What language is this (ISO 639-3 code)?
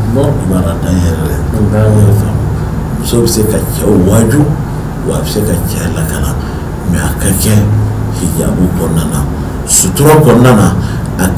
bam